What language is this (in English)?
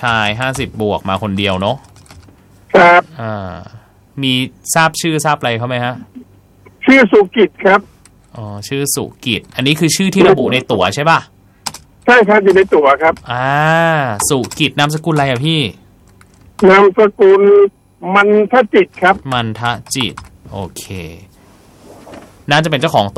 Thai